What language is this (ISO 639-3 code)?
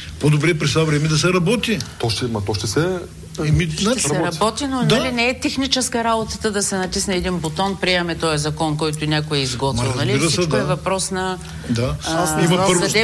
bul